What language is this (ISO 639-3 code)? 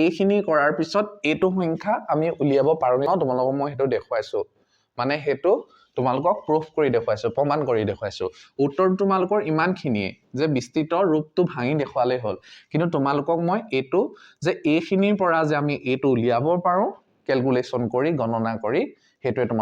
asm